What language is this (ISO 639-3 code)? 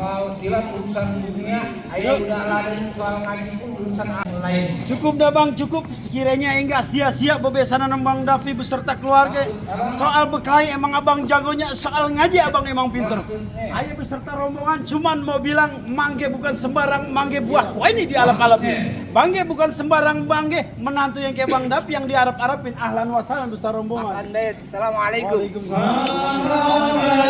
bew